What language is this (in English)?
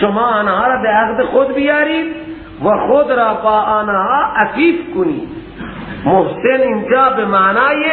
Persian